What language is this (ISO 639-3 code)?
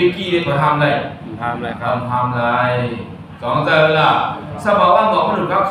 shn